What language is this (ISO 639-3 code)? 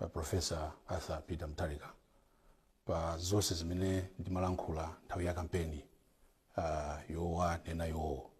nya